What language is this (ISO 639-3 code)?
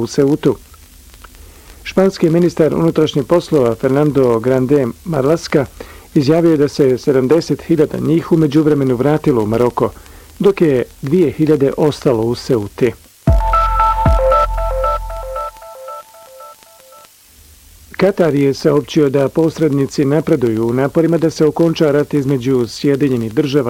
bos